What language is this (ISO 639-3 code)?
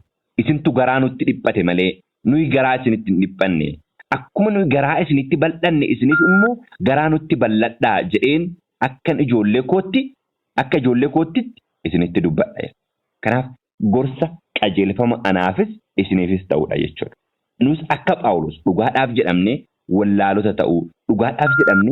orm